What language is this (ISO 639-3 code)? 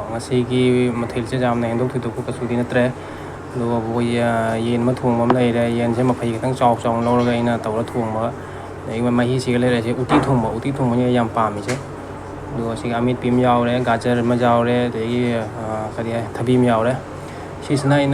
mni